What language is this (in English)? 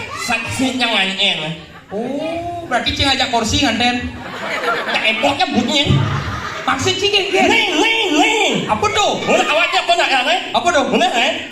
Balinese